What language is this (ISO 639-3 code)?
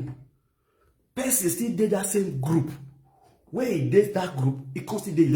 pcm